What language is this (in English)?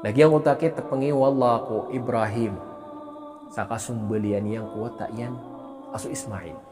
Maranao